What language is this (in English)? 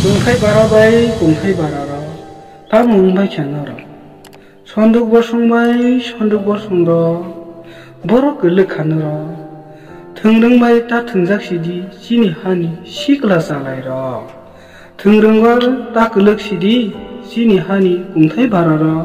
Kok Borok